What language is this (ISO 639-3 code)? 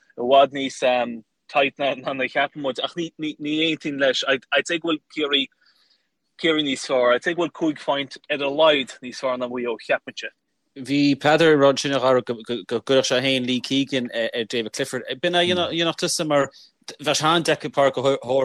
gle